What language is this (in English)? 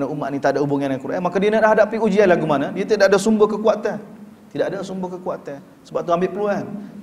Malay